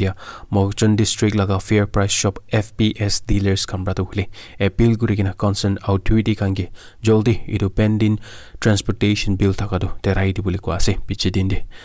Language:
Naga Pidgin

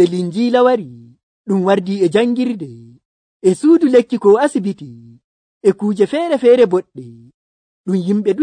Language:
Nigerian Fulfulde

